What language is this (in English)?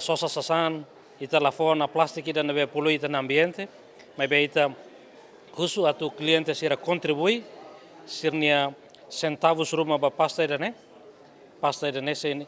Tetum